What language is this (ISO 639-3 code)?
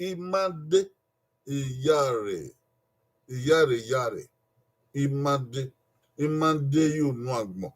bin